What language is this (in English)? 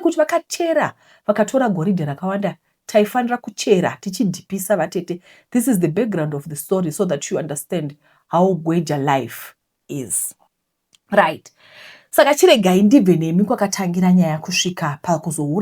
Shona